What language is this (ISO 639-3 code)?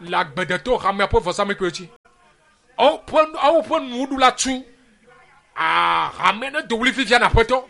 ewe